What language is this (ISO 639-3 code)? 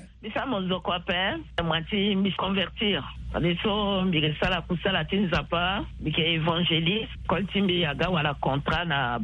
sag